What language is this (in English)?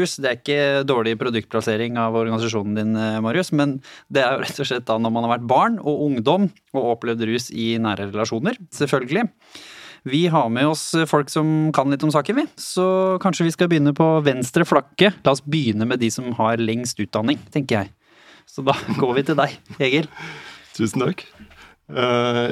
Norwegian